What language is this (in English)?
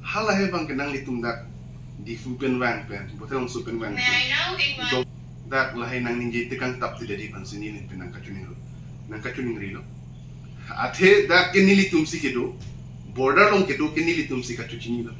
Karbi